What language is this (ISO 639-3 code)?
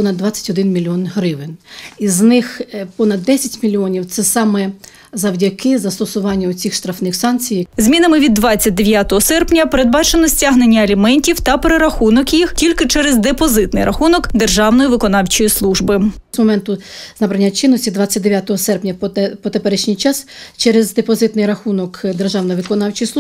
ukr